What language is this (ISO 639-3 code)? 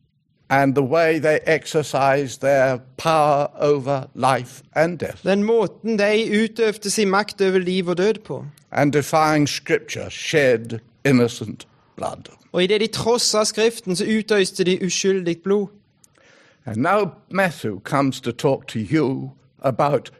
nor